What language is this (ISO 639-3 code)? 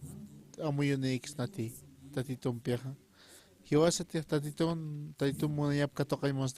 aym